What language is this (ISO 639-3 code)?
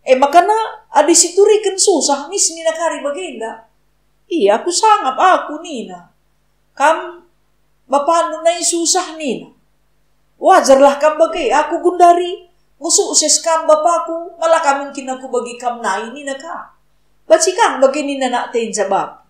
btx